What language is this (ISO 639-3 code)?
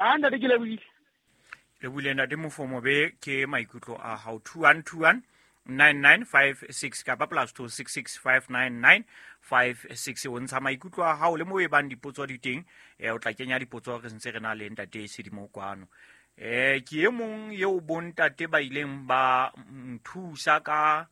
sot